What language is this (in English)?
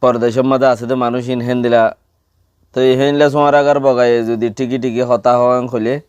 Rohingya